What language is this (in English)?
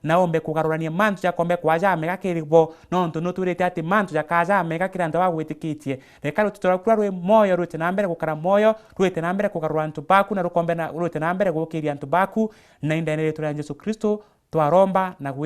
Meru